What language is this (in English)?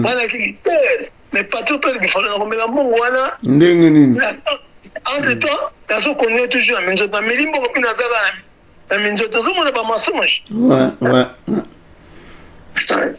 Lingala